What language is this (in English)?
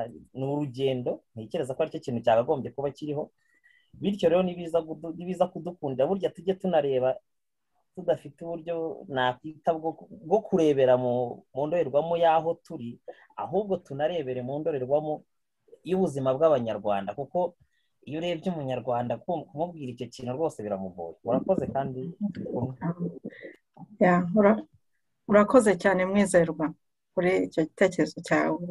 Kinyarwanda